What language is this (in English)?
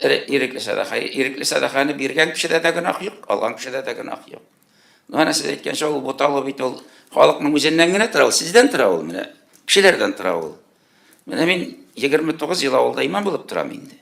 Tatar